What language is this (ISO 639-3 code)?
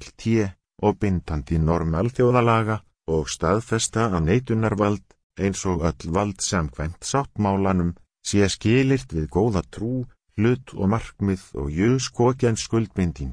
isl